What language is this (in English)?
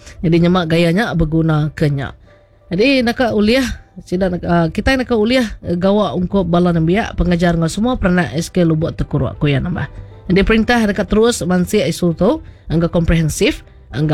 Iban